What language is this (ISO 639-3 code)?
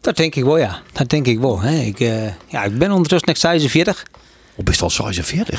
fry